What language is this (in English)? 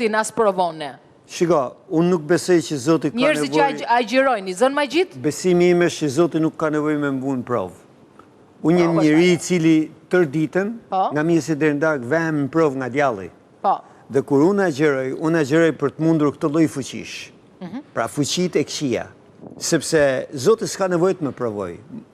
Albanian